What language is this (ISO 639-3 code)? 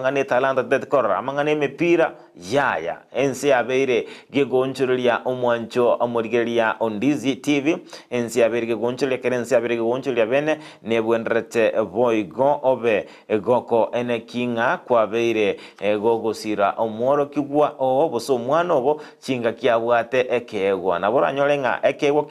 guz